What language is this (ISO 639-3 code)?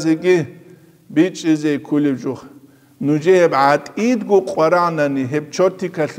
ava